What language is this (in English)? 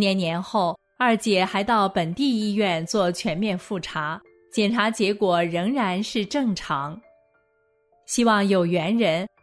Chinese